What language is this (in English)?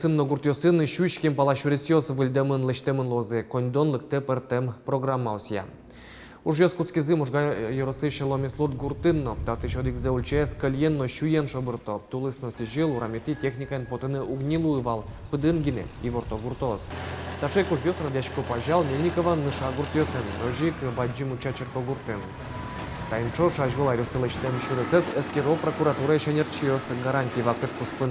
Udmurt